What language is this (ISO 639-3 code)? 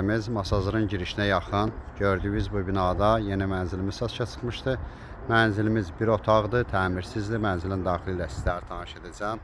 aze